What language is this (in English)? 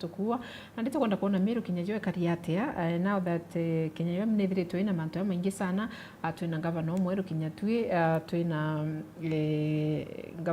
Meru